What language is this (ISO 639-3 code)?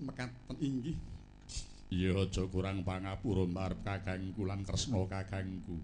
jav